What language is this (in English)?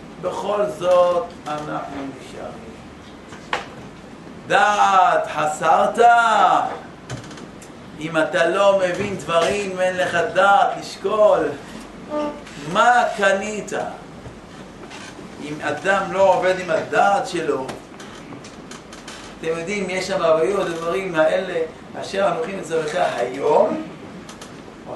Hebrew